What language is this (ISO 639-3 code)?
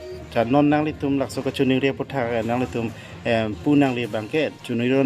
mjw